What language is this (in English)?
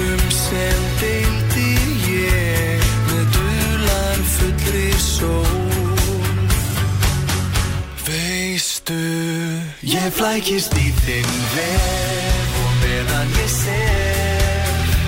Icelandic